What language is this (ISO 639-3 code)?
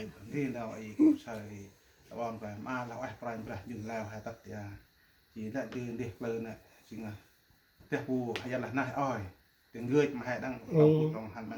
cmo